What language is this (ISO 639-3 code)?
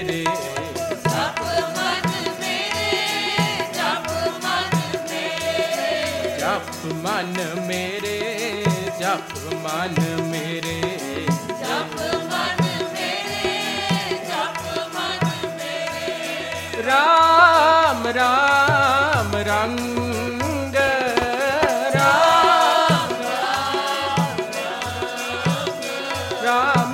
pan